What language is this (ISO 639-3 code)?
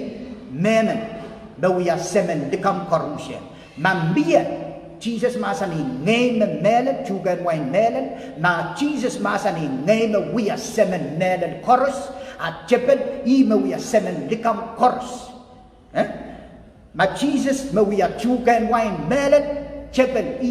pon